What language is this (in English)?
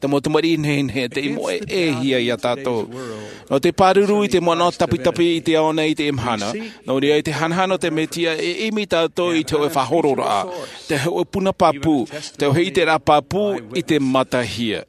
Tahitian